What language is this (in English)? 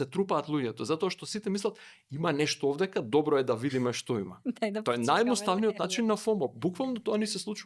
Macedonian